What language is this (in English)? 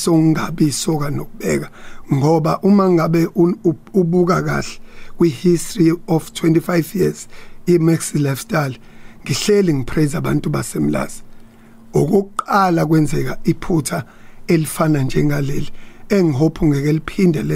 Zulu